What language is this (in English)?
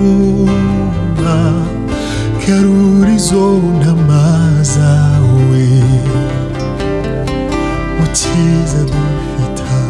Kinyarwanda